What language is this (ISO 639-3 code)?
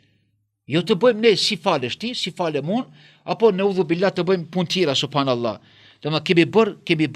sqi